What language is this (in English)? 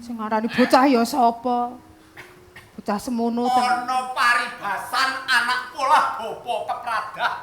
Javanese